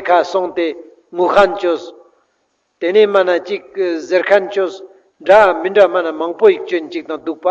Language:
Ladakhi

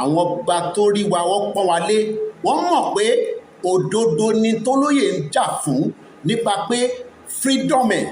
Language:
Yoruba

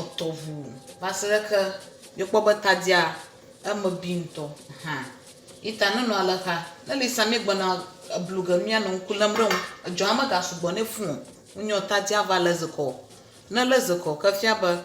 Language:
Ewe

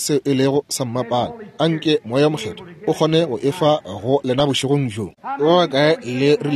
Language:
Northern Sotho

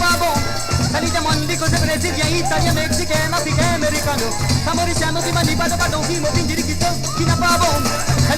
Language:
Morisyen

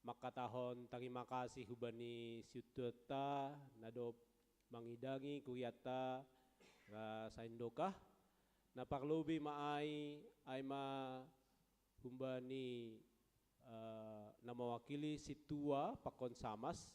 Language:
Batak Simalungun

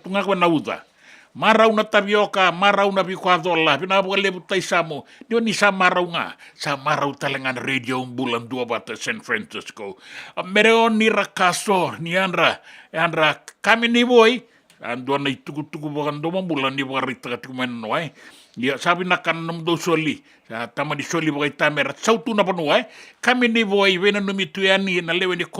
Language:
Fijian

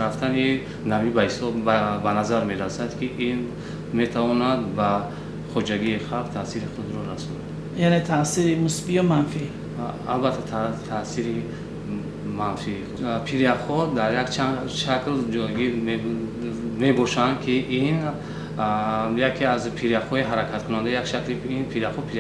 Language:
Tajik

